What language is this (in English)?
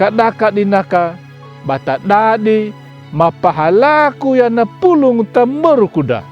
Anakalangu